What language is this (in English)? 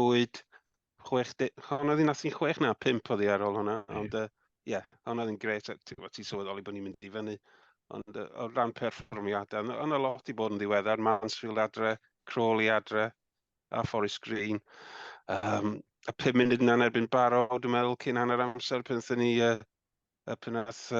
Welsh